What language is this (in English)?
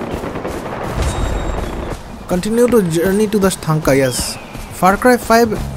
Hindi